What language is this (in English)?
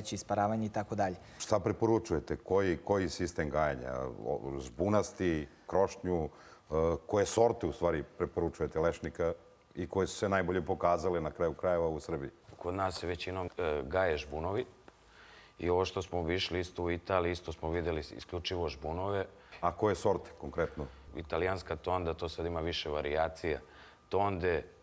Serbian